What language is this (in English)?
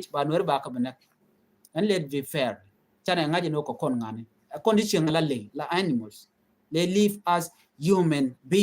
Nuer